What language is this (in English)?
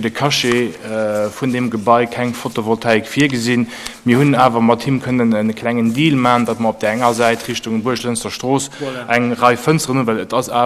Luxembourgish